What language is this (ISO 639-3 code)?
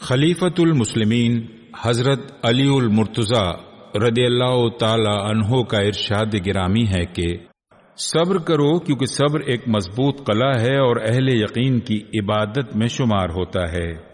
urd